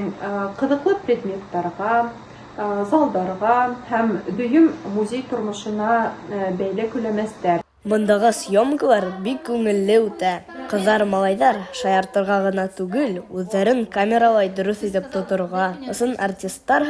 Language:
Bashkir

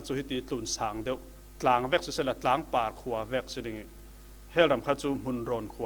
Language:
Falam Chin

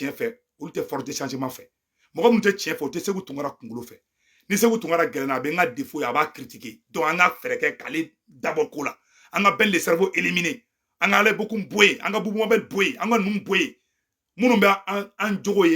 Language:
Bambara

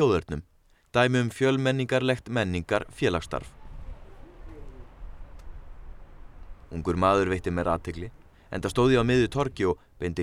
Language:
Icelandic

